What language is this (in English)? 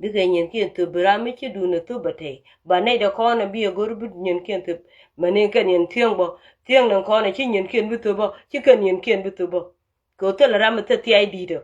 Nuer